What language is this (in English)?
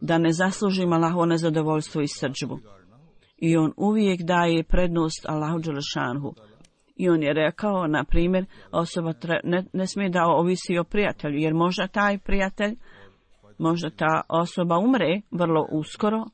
Bosnian